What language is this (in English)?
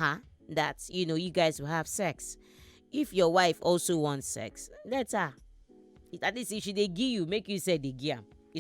Nigerian Pidgin